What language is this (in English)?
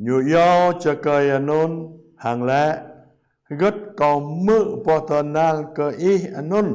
Jarai